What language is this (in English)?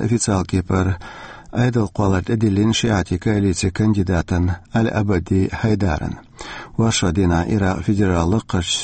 Chechen